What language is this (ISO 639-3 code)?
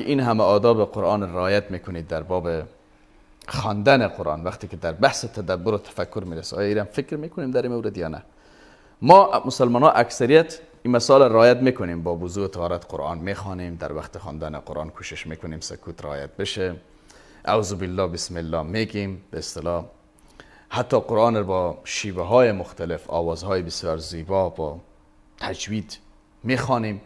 fas